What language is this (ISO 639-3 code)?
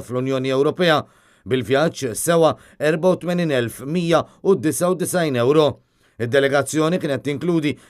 mlt